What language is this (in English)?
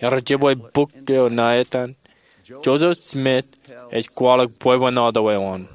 Marshallese